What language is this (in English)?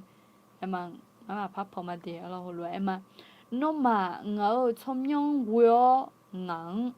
Akha